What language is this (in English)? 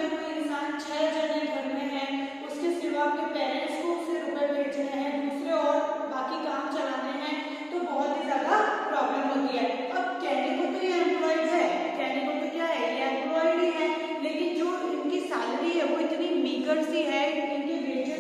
Hindi